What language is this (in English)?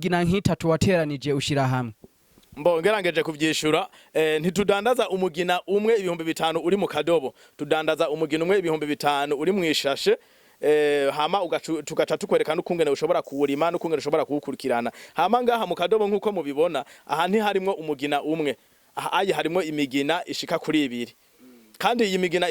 Rundi